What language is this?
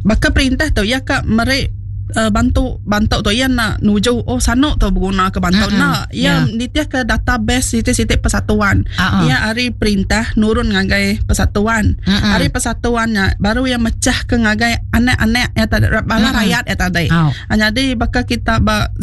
Iban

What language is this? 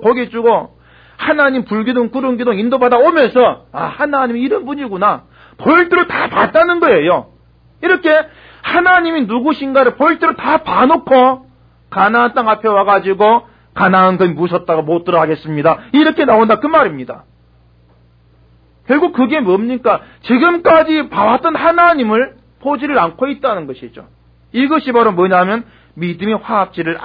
Korean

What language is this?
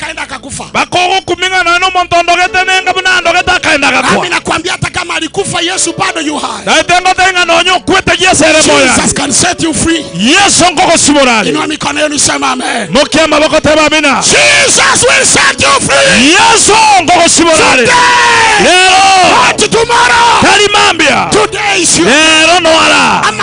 Gusii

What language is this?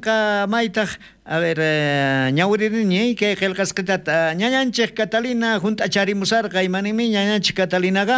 South Bolivian Quechua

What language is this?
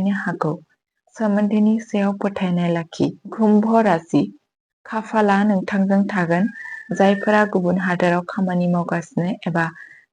Bodo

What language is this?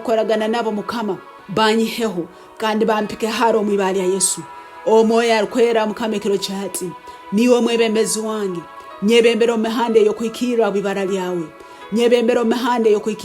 Tooro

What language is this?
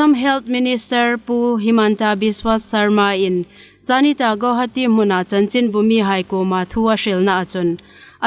Hmar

